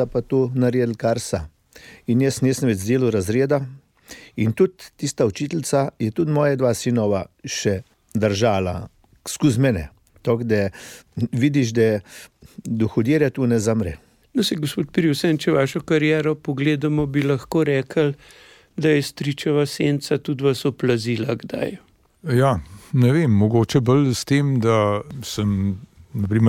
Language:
Slovenian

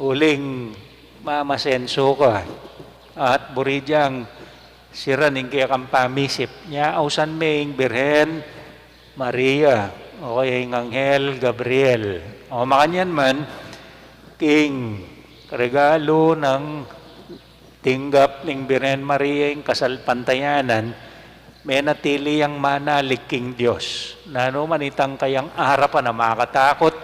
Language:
Pampanga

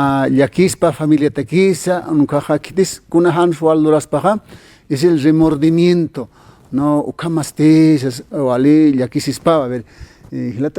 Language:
Aymara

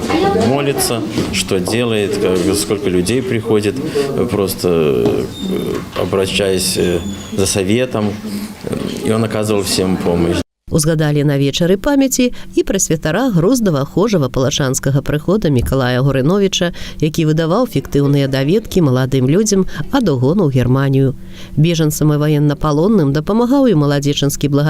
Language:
Belarusian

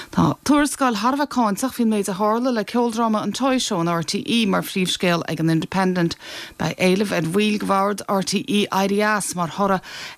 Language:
Irish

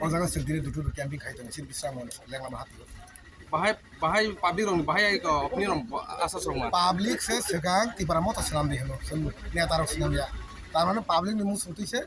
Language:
Kok Borok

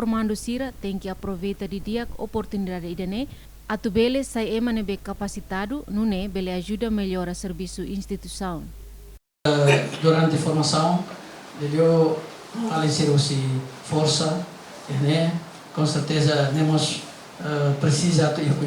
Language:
Tetum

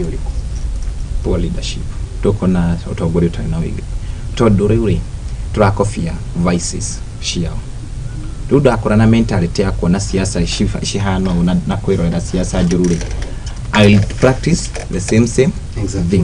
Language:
Kikuyu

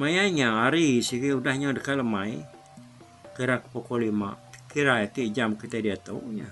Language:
Iban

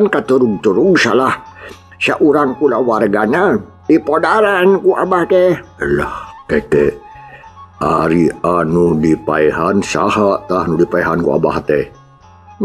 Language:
Sundanese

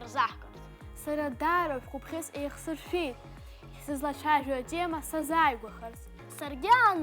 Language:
Abkhazian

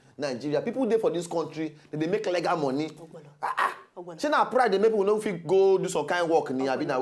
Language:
Nigerian Pidgin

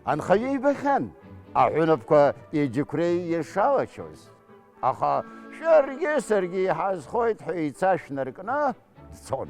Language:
Abkhazian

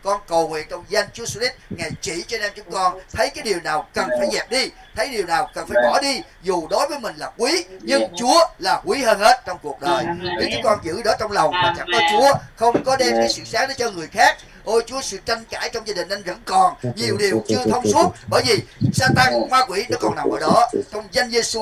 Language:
Vietnamese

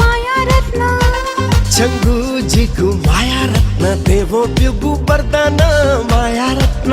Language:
Newari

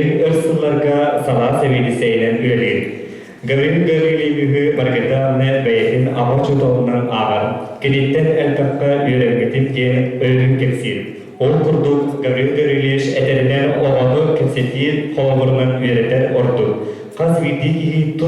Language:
Yakut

